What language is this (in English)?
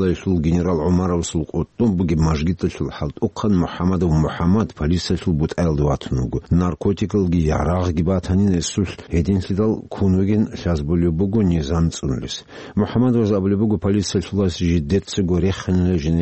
Avaric